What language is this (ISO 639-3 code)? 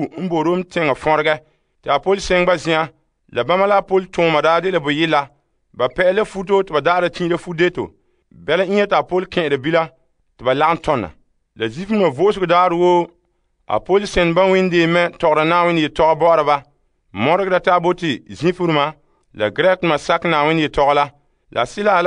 gur